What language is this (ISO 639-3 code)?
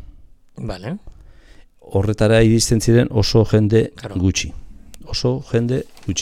eus